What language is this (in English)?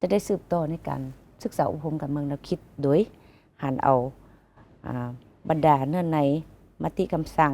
Lao